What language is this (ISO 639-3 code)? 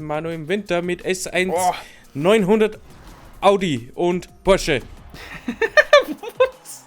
bar